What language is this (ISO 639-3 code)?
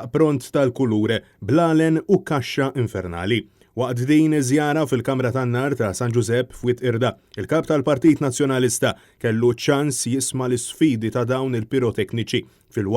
mlt